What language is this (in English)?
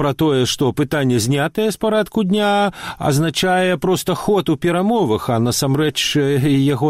Belarusian